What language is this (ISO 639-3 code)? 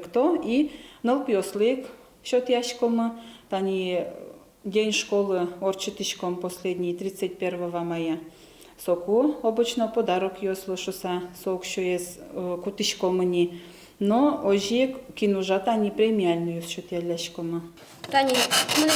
udm